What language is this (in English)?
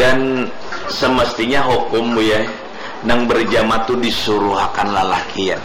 Banjar